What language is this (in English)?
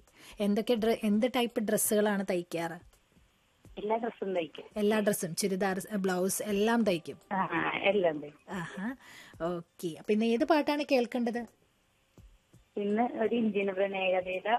Malayalam